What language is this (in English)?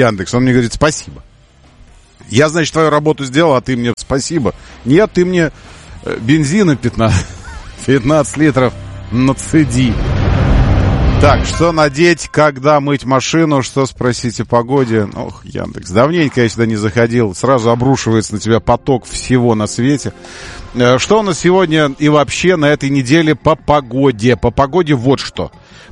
Russian